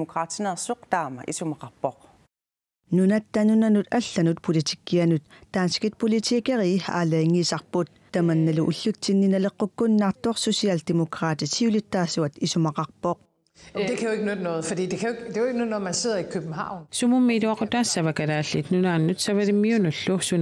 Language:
Kalaallisut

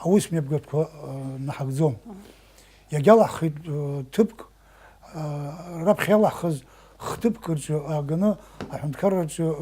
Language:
Abkhazian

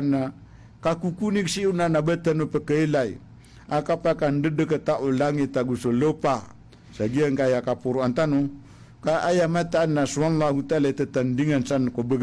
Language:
Maranao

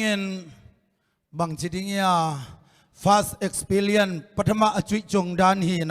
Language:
Tedim Chin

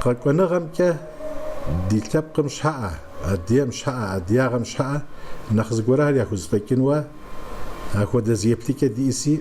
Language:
Kabardian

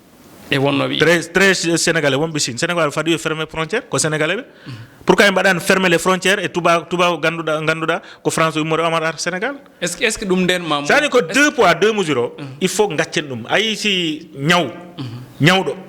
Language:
Fula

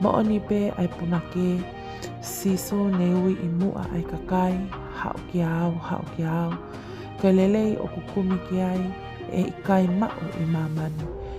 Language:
Tongan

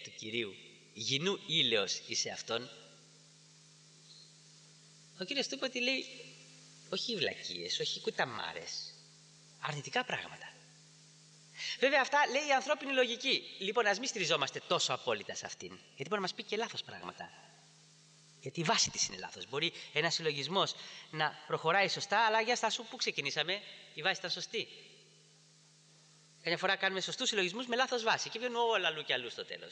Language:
Greek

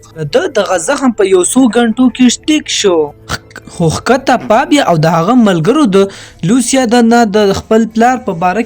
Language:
Pashto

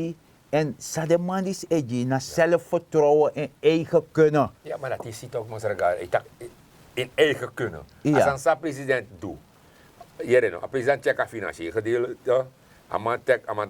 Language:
Sranan Tongo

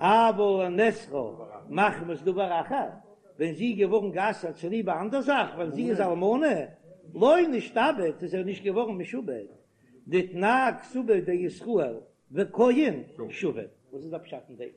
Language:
Yiddish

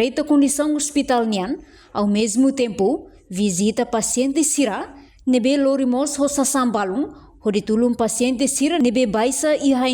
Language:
Tetum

